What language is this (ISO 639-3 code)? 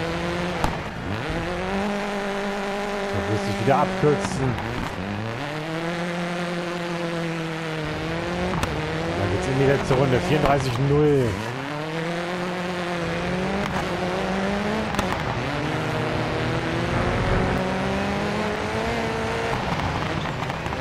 deu